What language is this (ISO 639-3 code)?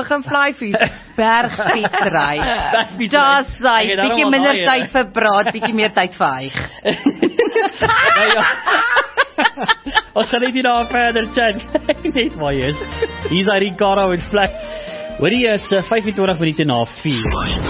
afr